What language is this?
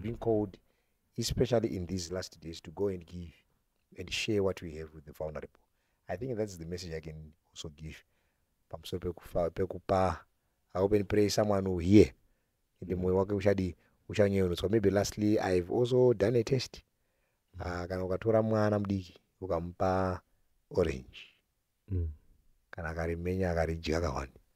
Shona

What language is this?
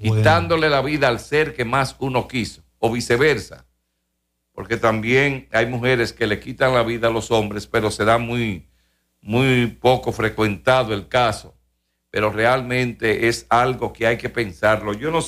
Spanish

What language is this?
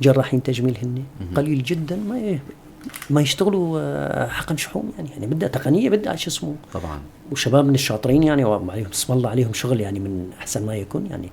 North Levantine Arabic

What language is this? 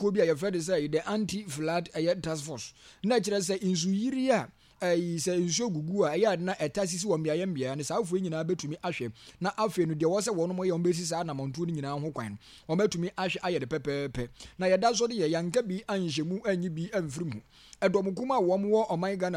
Akan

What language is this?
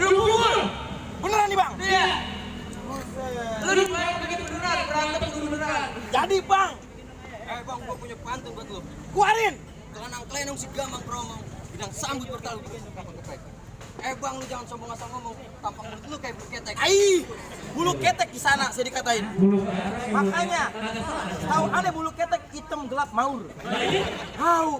Betawi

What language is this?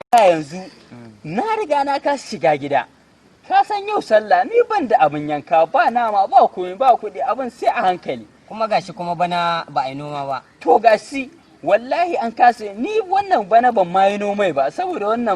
Hausa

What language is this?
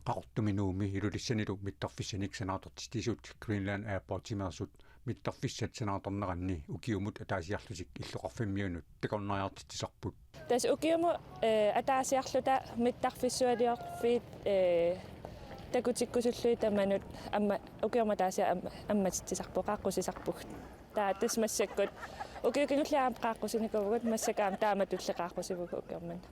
Kalaallisut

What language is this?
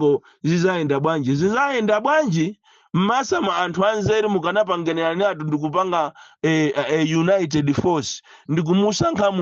Nyanja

